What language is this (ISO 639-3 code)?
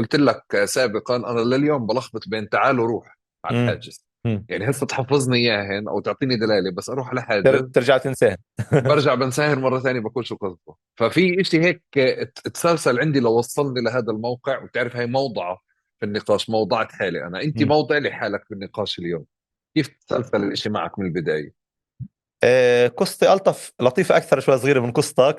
apc